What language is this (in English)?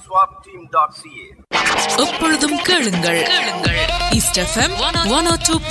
Tamil